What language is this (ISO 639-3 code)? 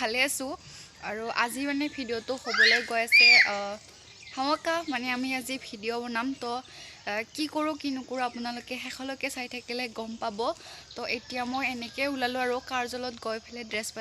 asm